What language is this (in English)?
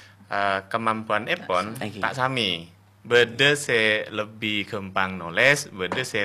Madurese